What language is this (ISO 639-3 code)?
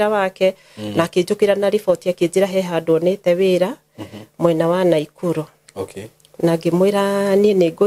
kik